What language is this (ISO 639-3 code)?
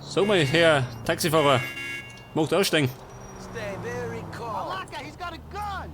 bar